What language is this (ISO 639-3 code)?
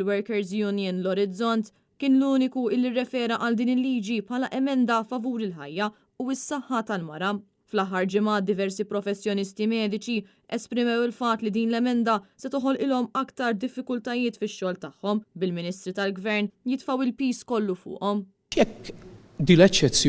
mlt